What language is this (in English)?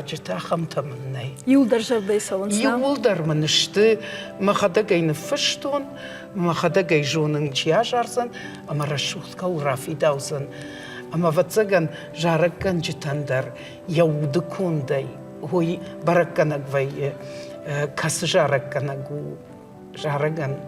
Ossetic